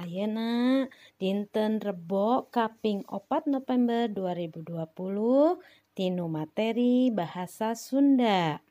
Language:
Sundanese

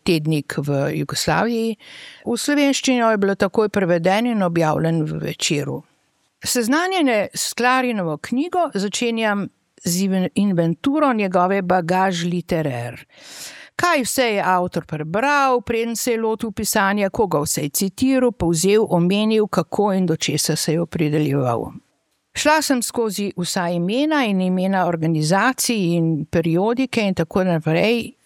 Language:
Slovenian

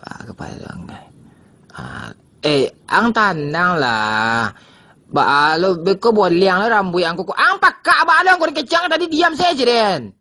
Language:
Minangkabau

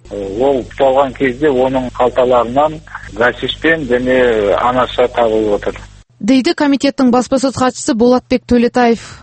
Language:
Kazakh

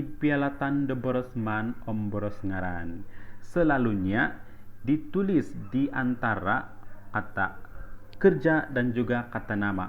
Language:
Central Dusun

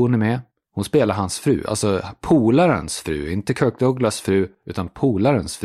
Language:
Swedish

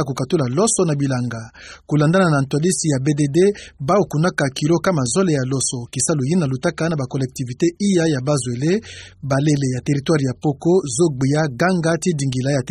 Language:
Kituba (Democratic Republic of Congo)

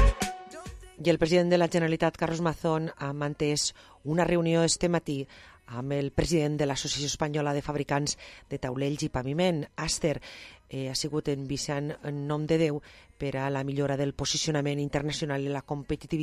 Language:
Catalan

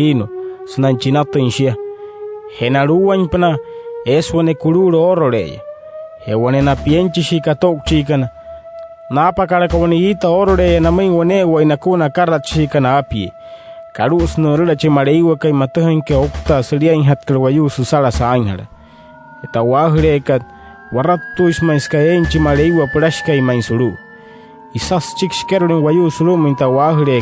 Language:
Wayuu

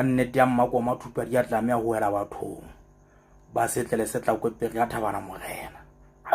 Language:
Southern Sotho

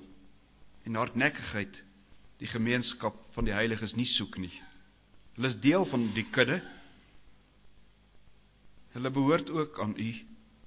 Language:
Afrikaans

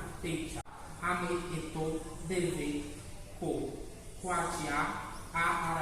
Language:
Guarani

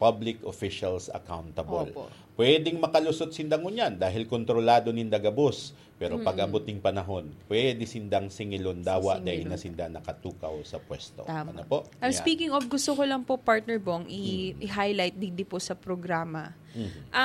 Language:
Bikol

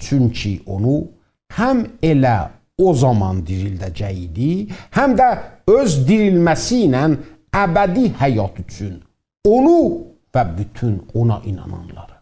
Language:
South Azerbaijani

